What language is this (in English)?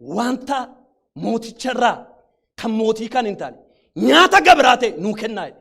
Oromo